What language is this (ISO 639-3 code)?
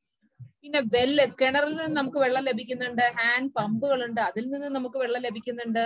mal